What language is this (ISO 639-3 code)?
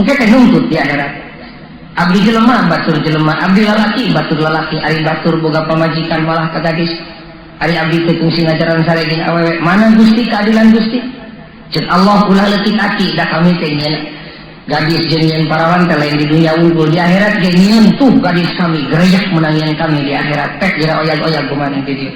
sun